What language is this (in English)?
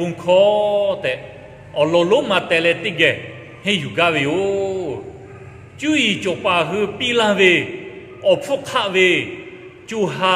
Lahu